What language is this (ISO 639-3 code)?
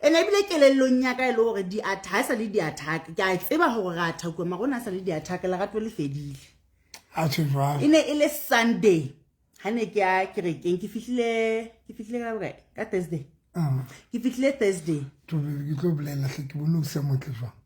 sot